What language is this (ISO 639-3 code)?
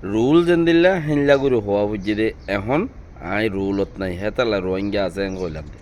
rhg